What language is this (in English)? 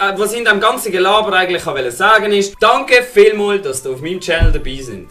Swiss German